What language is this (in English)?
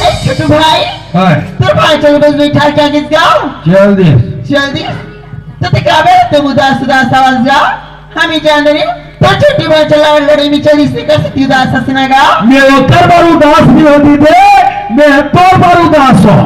Chhattisgarhi